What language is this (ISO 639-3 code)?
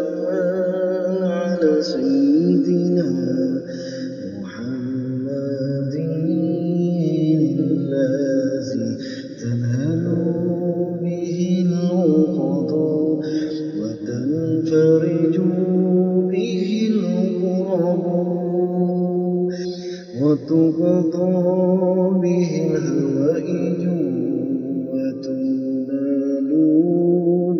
ara